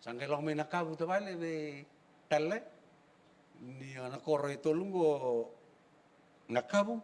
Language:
Fijian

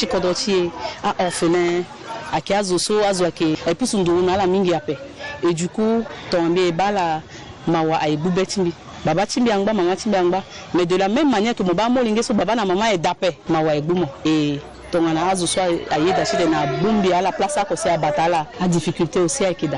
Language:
Sango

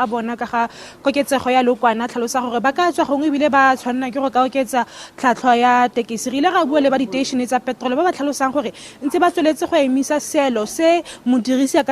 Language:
Tswana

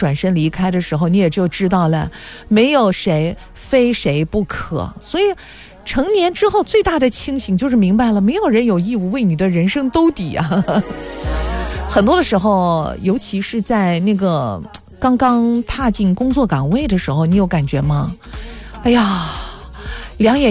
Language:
Chinese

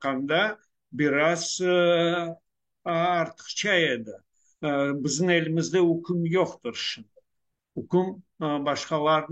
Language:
Crimean Tatar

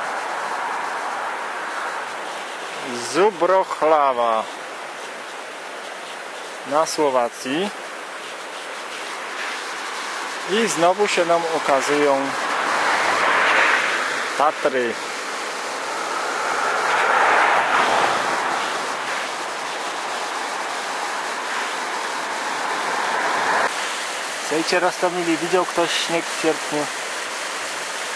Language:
Polish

